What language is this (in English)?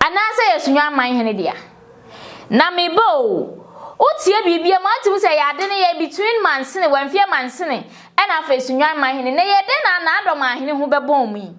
Akan